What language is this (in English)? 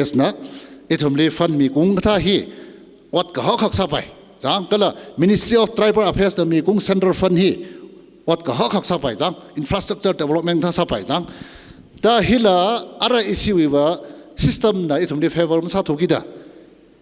Tangkhul Naga (India)